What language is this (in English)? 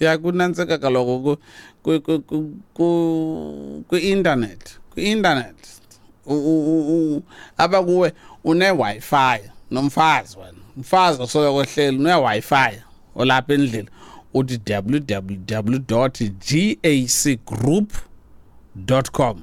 Xhosa